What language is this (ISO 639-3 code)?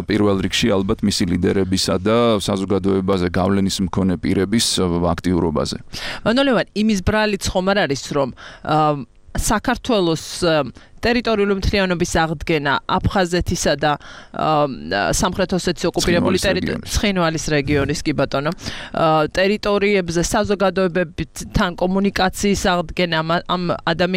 kat